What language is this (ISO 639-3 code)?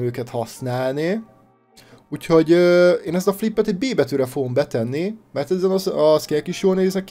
hun